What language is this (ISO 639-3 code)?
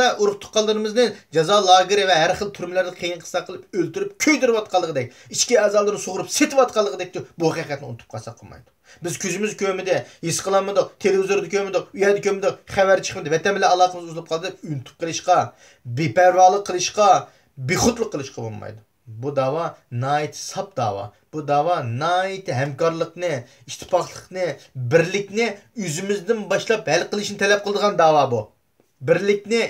uig